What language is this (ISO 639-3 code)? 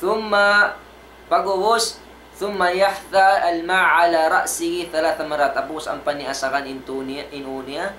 tsg